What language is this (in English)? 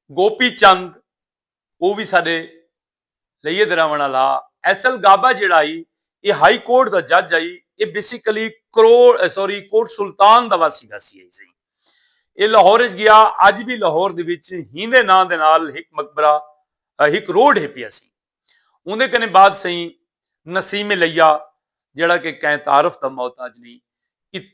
Saraiki